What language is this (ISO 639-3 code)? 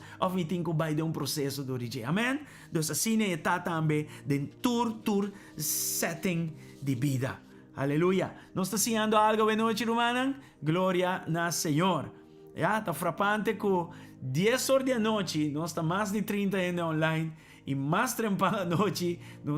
pap